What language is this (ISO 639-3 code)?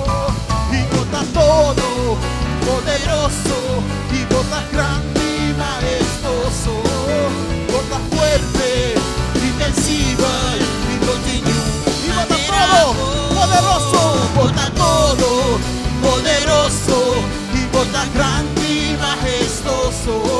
pap